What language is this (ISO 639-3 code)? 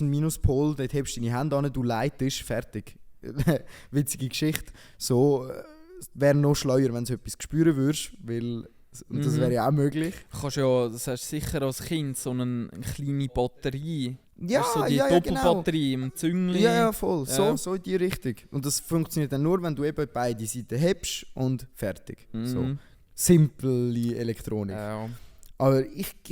gsw